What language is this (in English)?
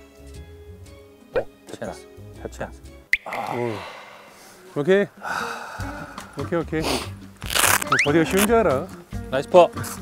Korean